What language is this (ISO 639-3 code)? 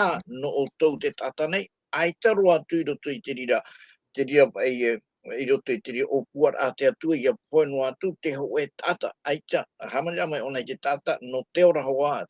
tah